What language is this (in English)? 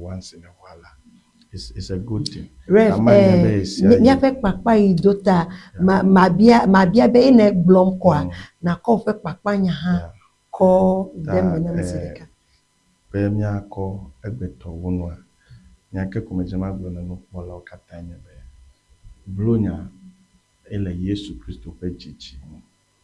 Ewe